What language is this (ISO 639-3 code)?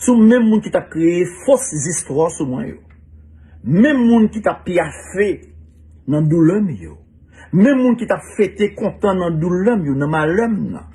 hat